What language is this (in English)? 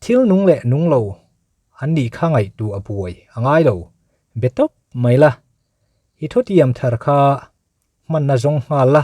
Mizo